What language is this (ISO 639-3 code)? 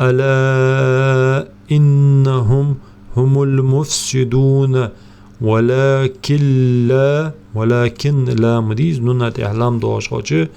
inh